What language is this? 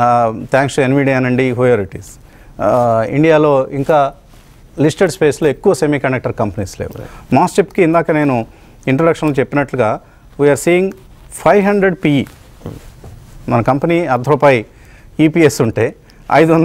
Telugu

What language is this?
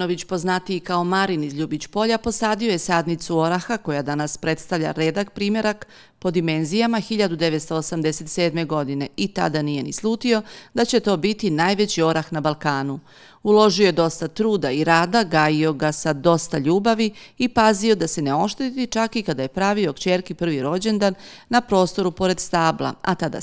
Serbian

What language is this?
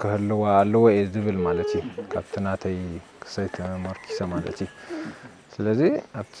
Tigrinya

